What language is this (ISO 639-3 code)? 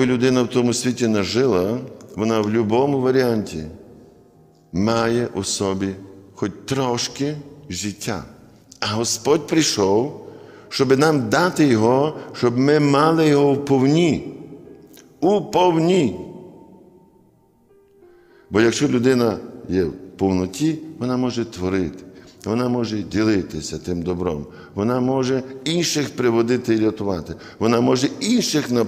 ukr